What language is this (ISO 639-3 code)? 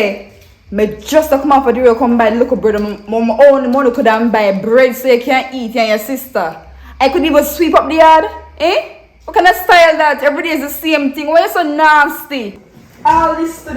jam